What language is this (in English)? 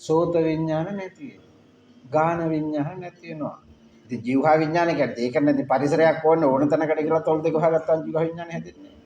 Sinhala